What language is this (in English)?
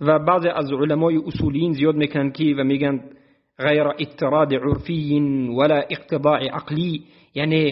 Tajik